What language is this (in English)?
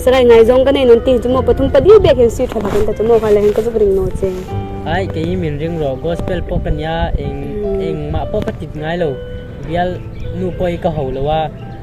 Hmar